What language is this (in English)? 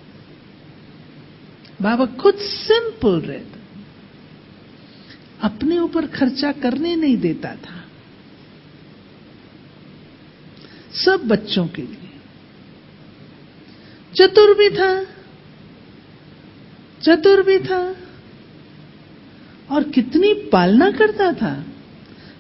Hindi